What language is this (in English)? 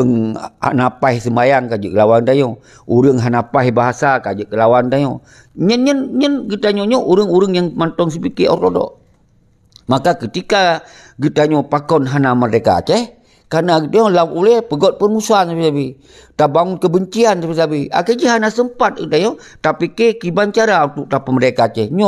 Achinese